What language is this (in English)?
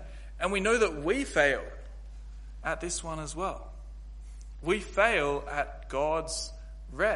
English